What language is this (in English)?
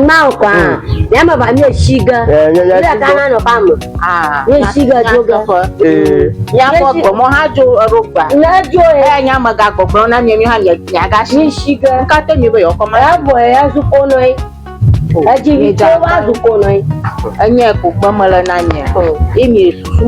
Ewe